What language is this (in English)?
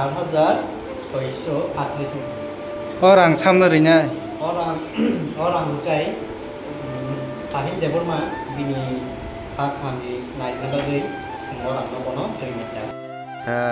Kok Borok